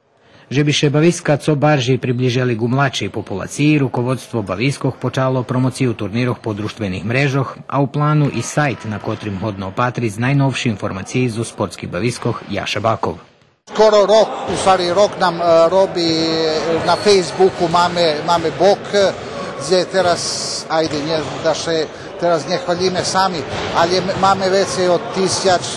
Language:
Rusyn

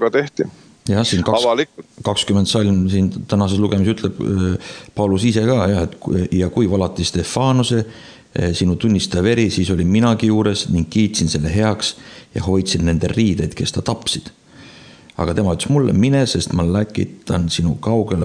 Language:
Estonian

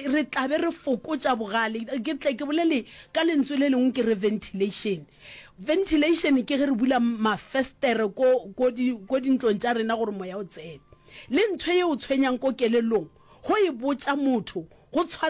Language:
Northern Sotho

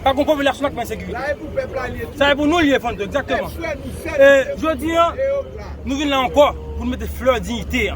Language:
Haitian Creole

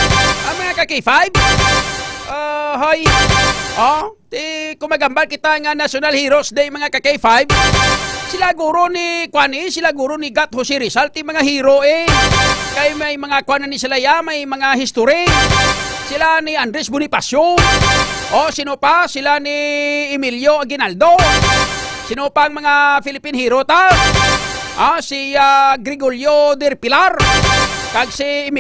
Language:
Hiligaynon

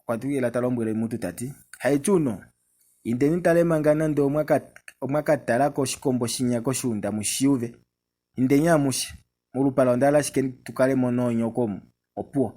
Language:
Kuanyama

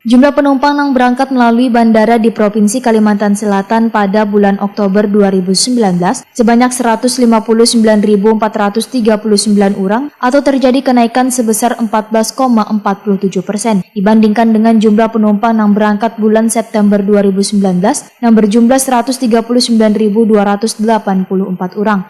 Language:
Banjar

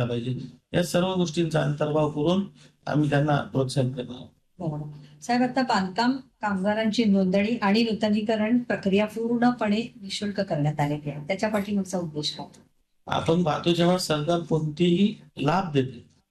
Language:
Marathi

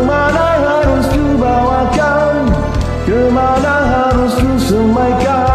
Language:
Malay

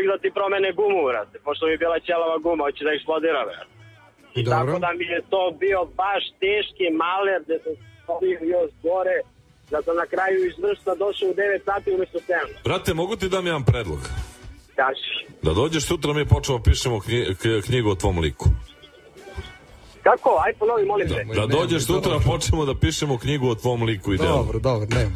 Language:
Serbian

